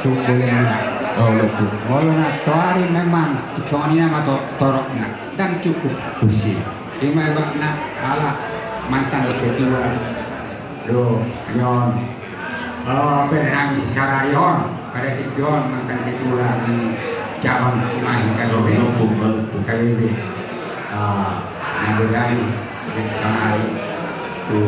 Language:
Batak Toba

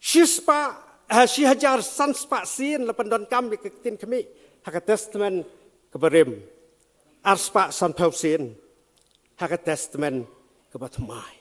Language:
Khasi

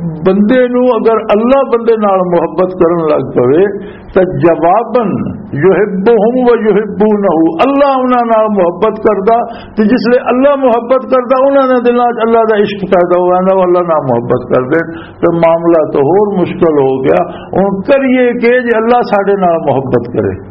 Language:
Western Panjabi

